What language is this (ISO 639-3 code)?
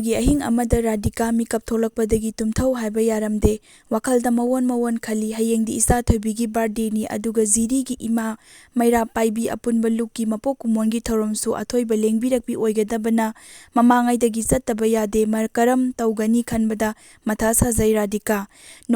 mni